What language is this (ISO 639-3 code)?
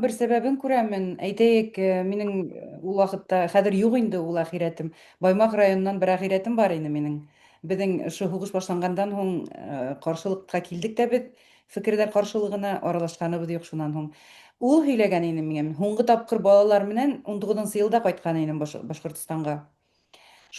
bak